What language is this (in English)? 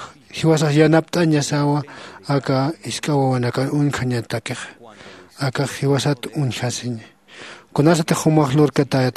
Aymara